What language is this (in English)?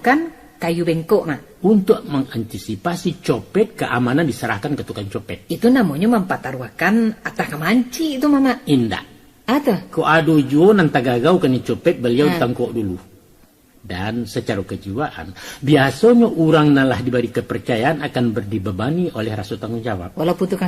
Minangkabau